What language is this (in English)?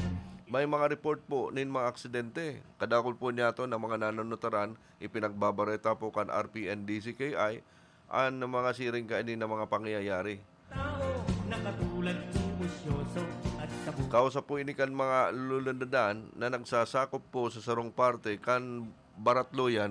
Bikol